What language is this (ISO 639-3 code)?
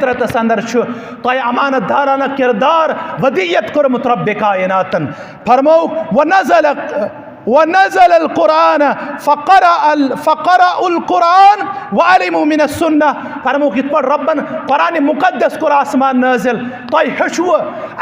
kas